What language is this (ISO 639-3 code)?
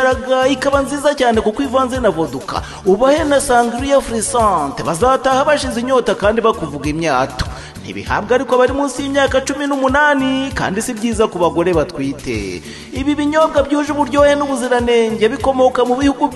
kin